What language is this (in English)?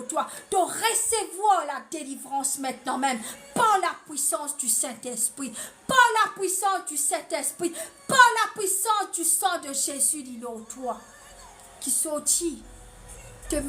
Morisyen